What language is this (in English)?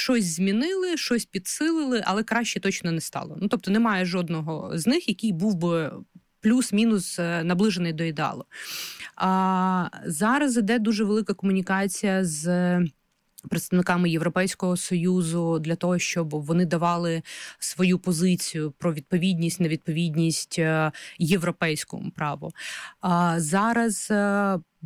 Ukrainian